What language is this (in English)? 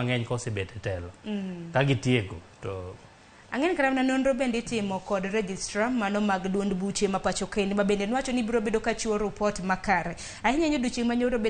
Luo (Kenya and Tanzania)